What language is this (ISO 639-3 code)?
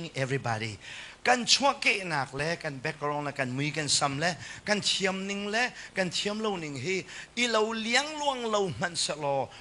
cnh